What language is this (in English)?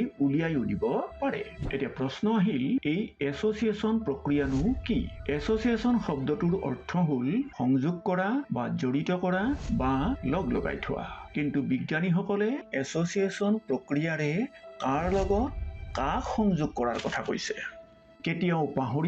Assamese